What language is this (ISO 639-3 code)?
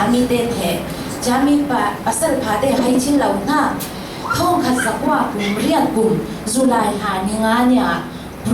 cfm